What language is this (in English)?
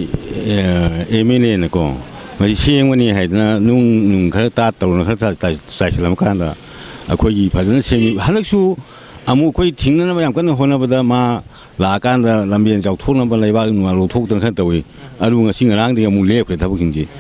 Manipuri